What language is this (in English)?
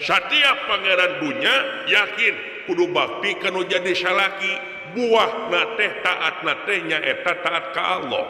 Sundanese